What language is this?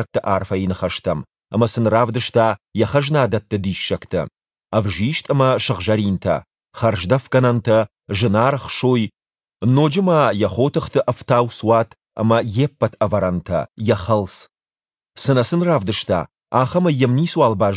Ossetic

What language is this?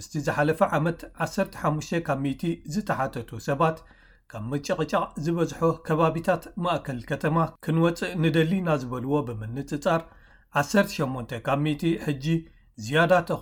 Tigrinya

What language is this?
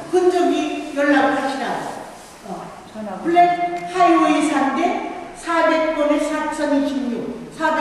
Korean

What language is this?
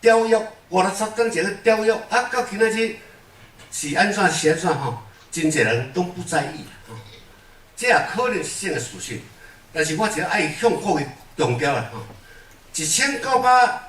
Min Nan Chinese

